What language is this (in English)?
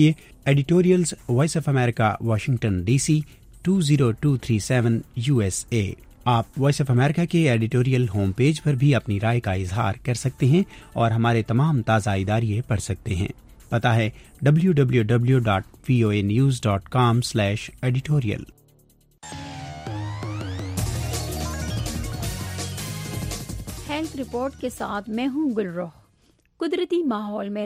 Urdu